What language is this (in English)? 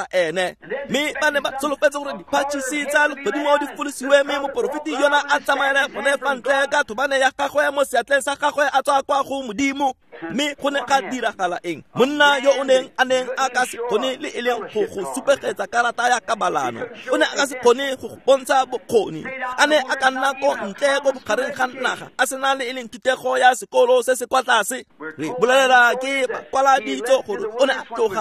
Tswana